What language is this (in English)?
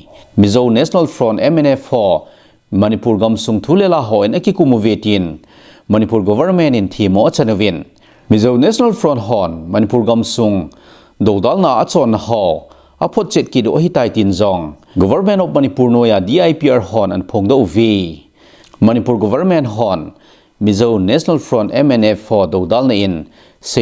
Thado Chin